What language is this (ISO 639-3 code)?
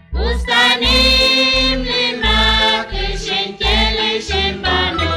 kek